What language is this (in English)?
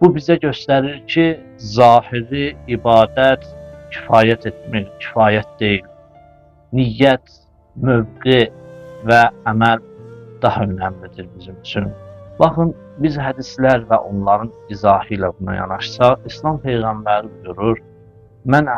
Azerbaijani